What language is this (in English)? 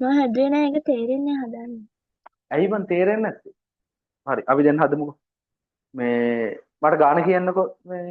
Sinhala